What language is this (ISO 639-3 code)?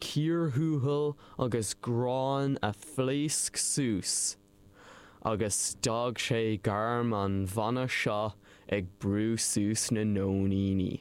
gle